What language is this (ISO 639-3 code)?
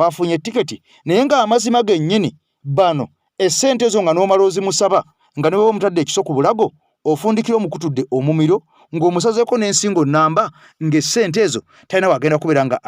lug